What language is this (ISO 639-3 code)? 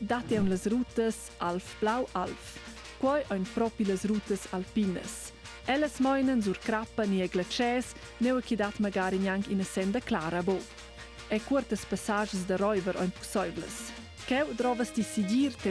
roh